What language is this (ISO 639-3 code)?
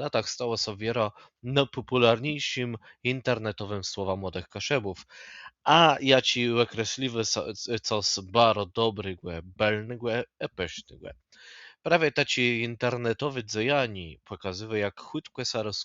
csb